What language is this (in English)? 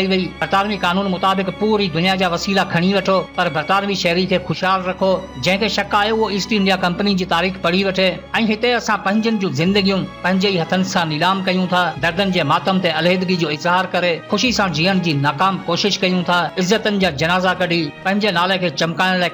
Sindhi